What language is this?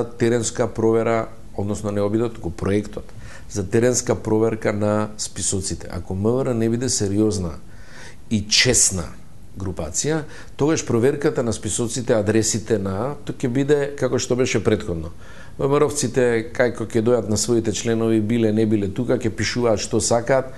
Macedonian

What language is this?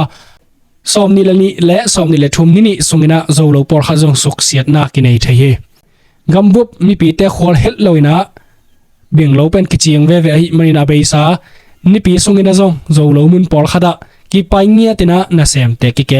Tedim Chin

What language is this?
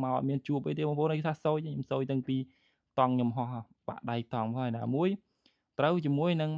Khmer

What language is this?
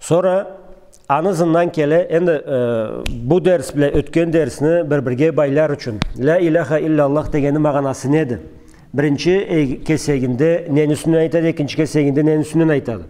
Karachay-Balkar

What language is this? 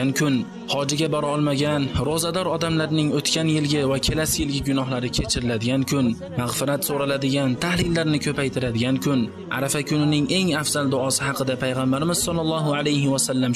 Uzbek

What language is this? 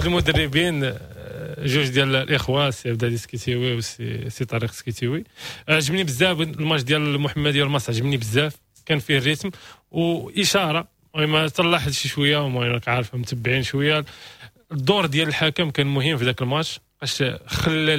Moroccan Arabic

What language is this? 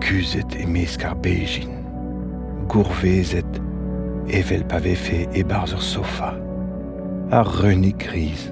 Breton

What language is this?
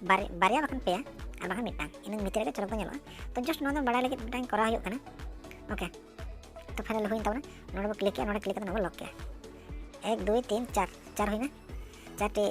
Santali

